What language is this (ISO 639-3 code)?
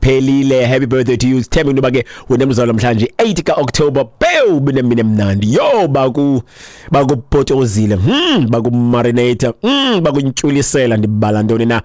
xho